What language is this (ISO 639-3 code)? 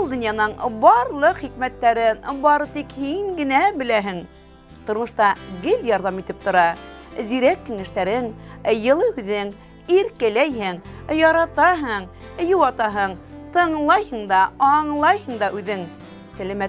bak